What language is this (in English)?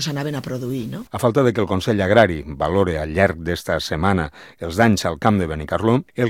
Catalan